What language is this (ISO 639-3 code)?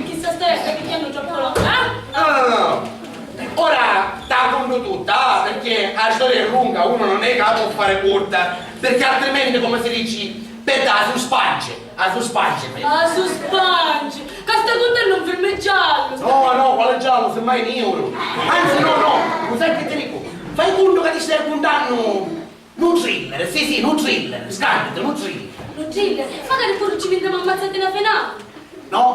scn